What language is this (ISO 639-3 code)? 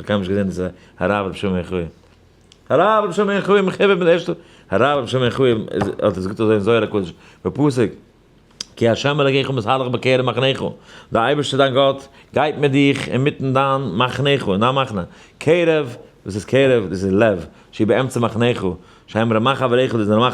yid